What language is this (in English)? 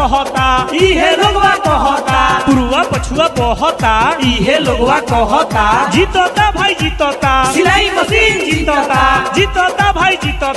Bhojpuri